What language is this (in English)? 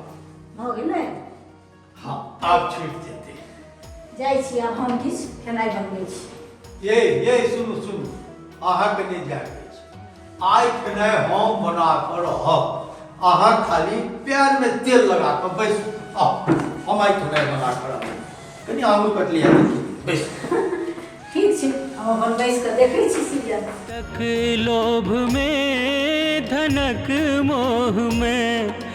Maithili